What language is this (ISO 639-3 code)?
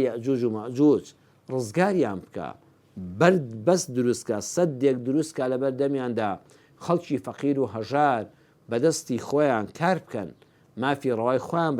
ckb